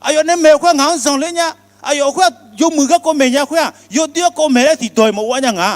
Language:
Akha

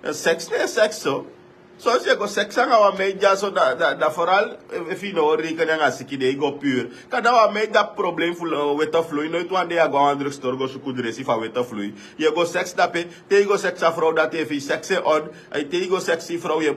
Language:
Sranan Tongo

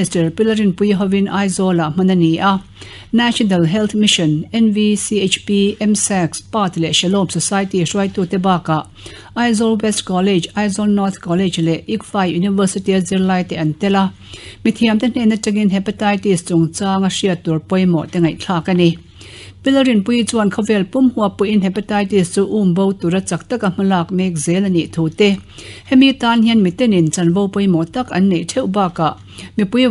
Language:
Mizo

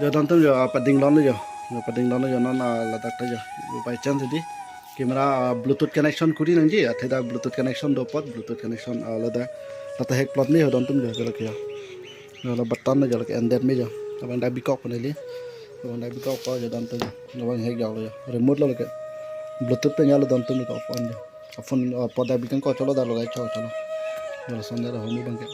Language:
Karbi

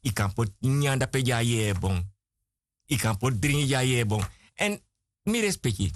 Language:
Sranan Tongo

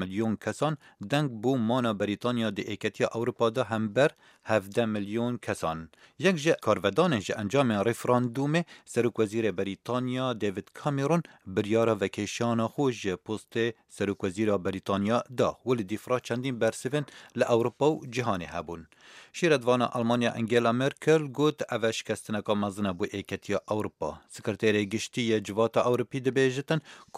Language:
Kurdish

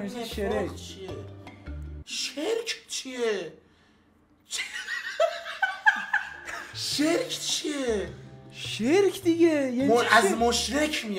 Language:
Persian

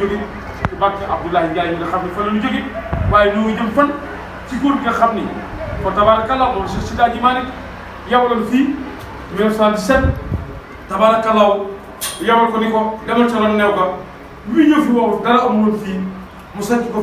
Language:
Wolof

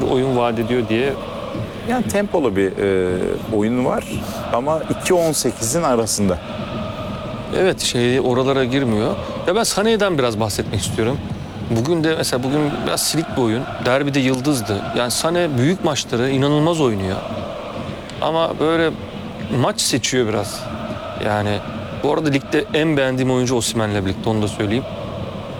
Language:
Turkish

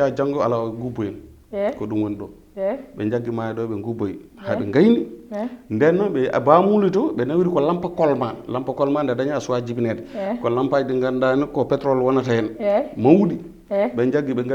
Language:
Fula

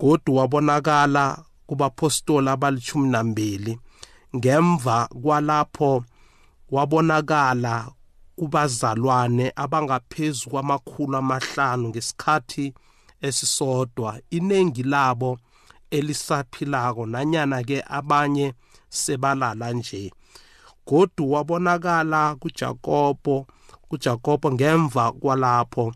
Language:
South Ndebele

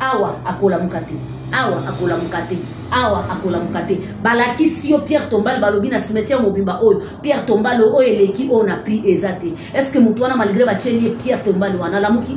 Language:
Lingala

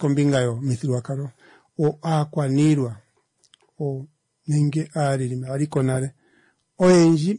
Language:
Kuanyama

